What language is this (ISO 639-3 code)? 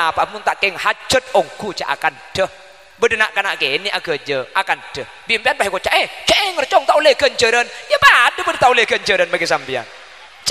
mad